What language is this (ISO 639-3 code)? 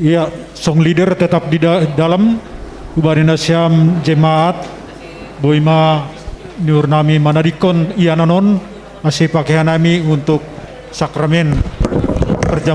bts